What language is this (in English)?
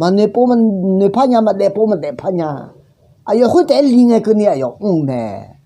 Akha